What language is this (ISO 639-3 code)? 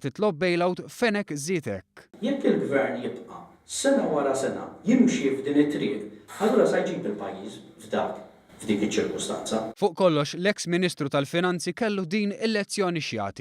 mlt